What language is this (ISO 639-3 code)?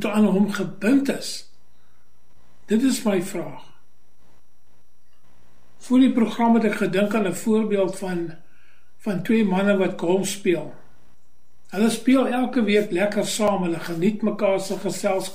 afr